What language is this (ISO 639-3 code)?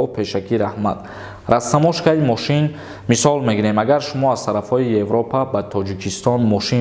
tgk